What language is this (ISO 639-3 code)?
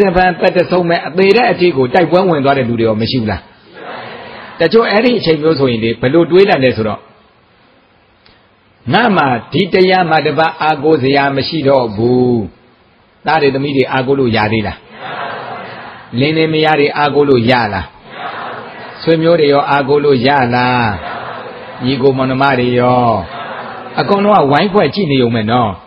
mya